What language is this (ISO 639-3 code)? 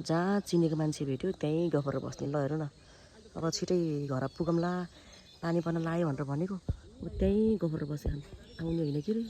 nep